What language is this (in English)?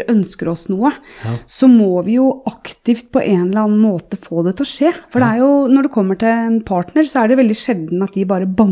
Norwegian